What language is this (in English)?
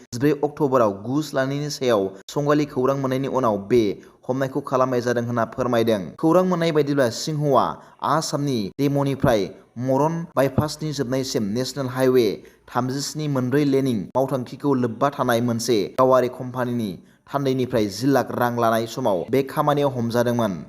Bodo